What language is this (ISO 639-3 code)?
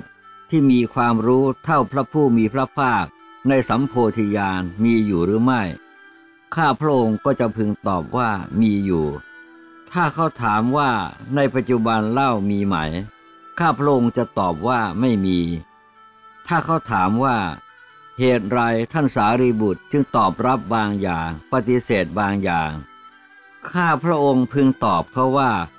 tha